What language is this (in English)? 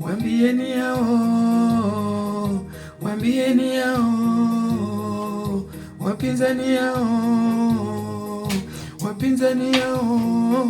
Luo (Kenya and Tanzania)